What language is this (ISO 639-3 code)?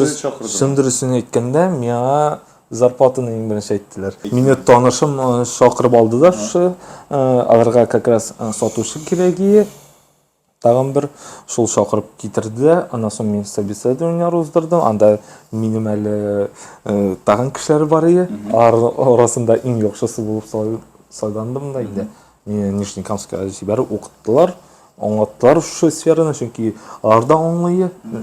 tat